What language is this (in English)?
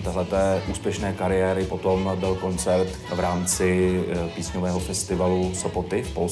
Czech